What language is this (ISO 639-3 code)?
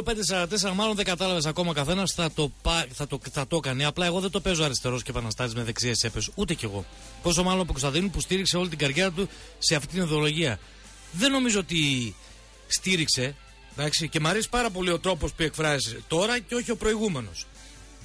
ell